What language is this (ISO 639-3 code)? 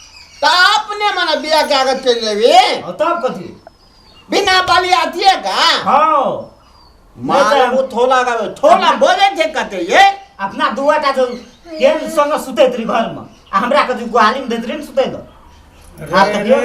mai